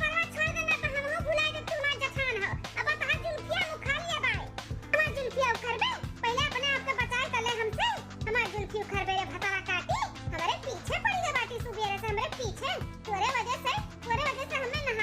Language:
Awadhi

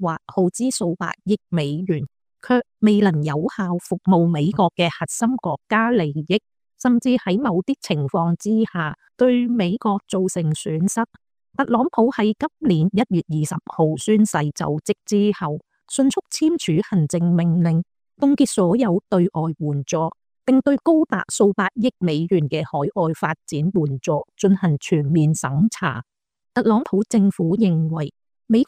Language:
Cantonese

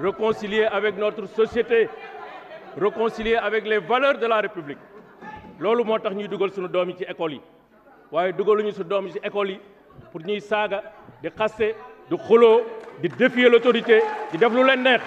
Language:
Wolof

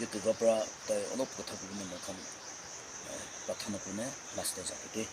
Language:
Naga Pidgin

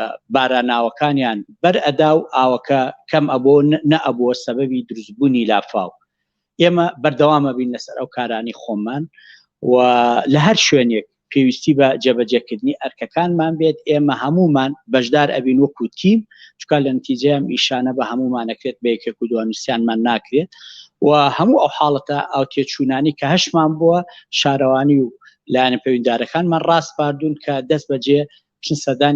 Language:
Central Kurdish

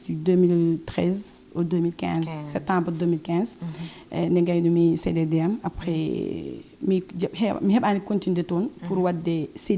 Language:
Fula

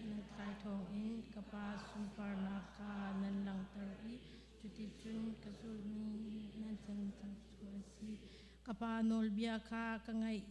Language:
Hakha Chin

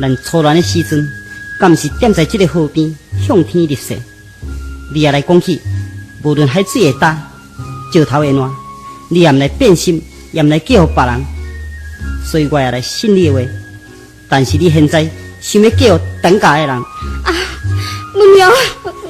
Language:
Min Nan Chinese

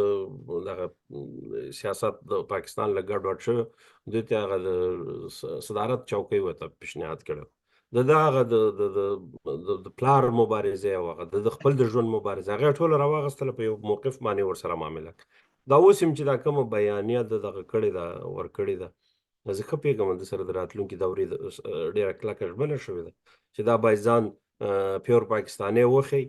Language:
Pashto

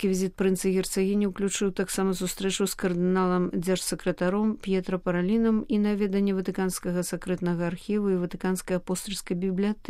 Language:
Belarusian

